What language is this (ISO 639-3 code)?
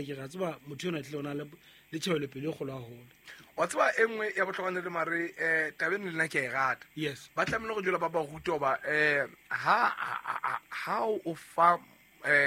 sot